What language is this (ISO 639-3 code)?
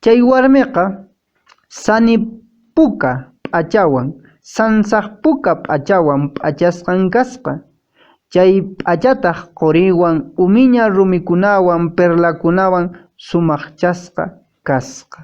que